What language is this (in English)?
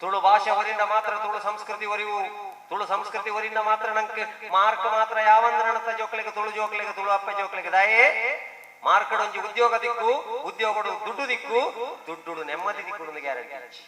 Tulu